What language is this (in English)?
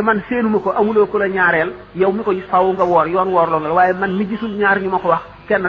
Wolof